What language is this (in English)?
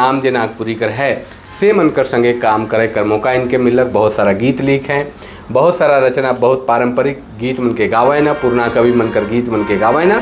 Sadri